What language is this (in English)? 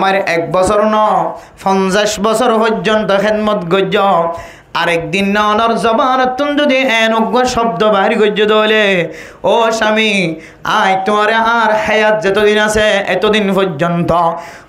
Rohingya